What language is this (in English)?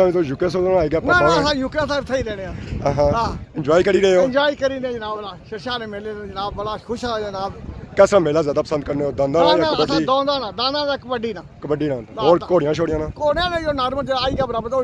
Pahari-Potwari